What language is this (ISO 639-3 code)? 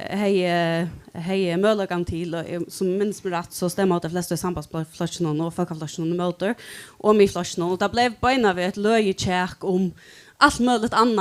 fao